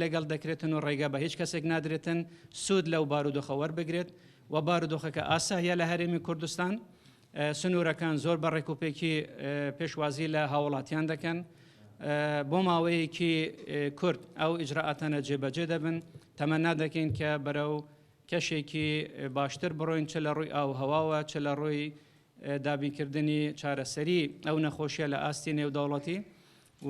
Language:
Central Kurdish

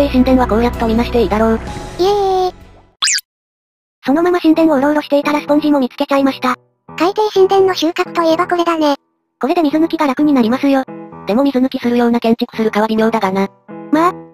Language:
Japanese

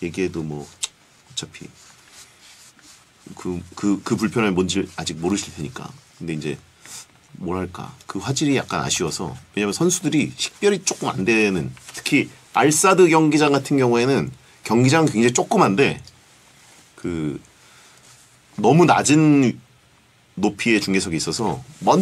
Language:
Korean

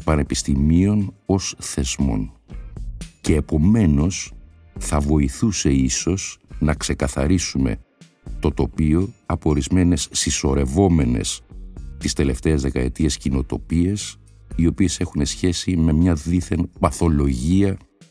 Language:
Greek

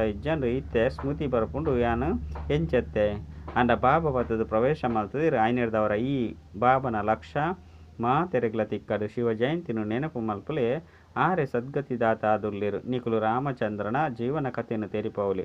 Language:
Tulu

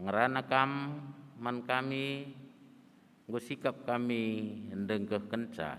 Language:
Batak Karo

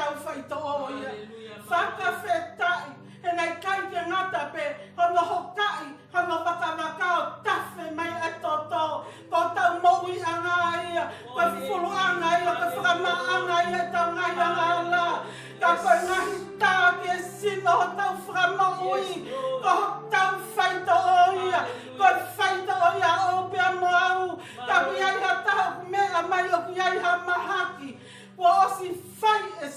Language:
Tongan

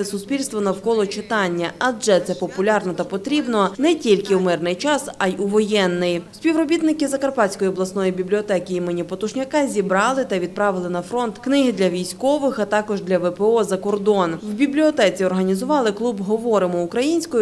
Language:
Ukrainian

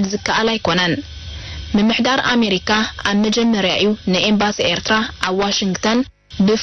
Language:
Tigrinya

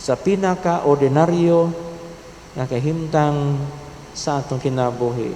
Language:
Cebuano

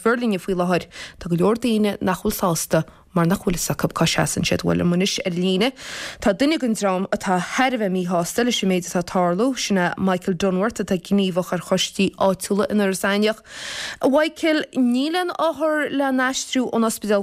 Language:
Irish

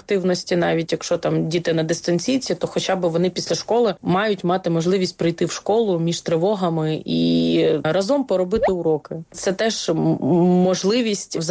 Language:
Ukrainian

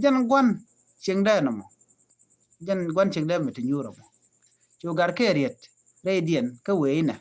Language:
Nuer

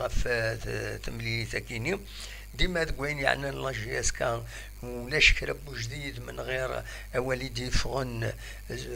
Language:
Kabyle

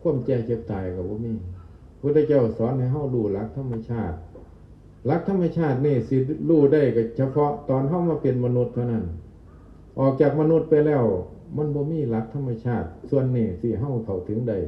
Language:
Northeastern Thai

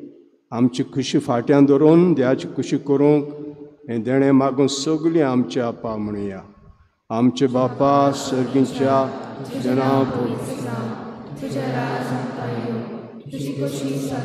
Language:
Konkani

